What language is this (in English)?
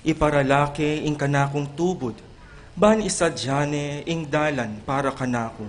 Pampanga